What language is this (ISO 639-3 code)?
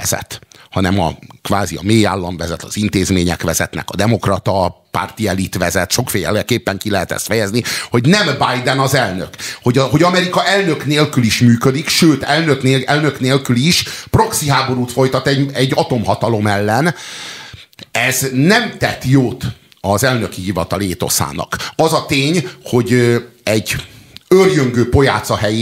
hun